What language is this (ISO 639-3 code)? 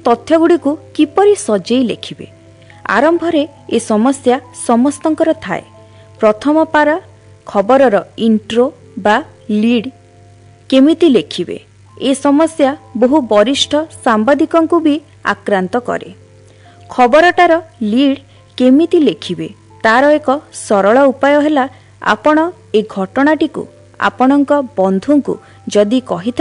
ori